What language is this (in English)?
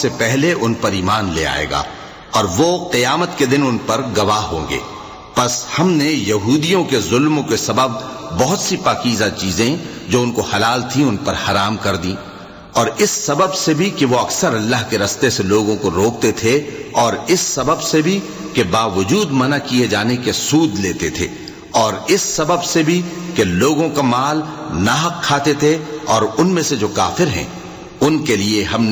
Urdu